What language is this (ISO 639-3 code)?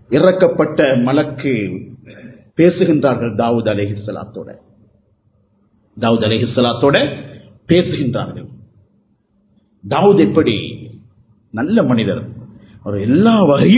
tam